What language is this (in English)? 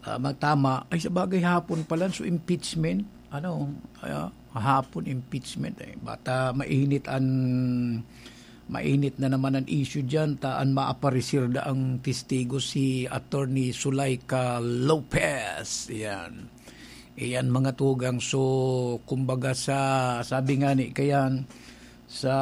Bikol